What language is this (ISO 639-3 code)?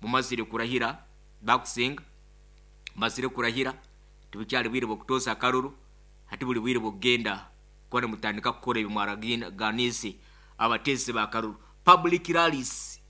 nyo